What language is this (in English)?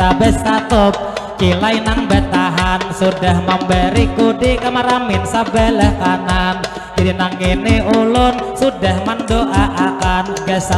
Banjar